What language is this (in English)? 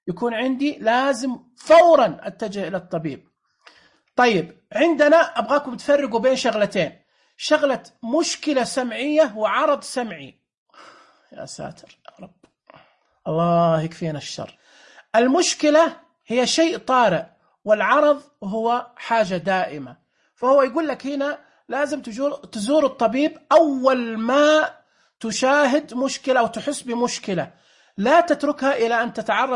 Najdi Arabic